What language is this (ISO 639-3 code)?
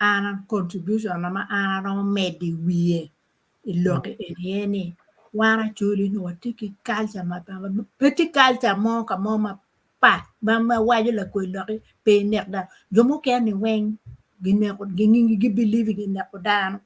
ach